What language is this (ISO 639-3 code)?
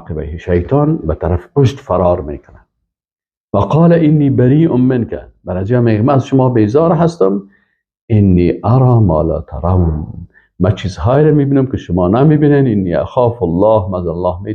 fas